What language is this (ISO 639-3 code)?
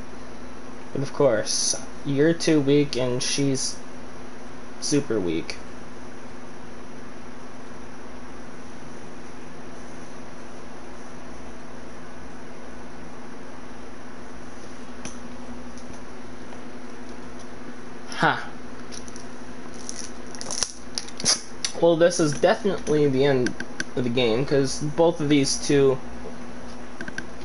eng